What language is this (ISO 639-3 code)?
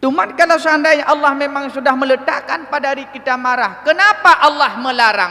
ace